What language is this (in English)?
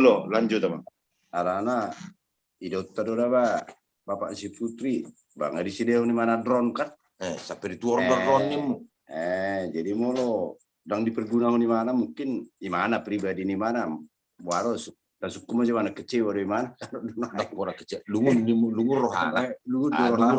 Batak Toba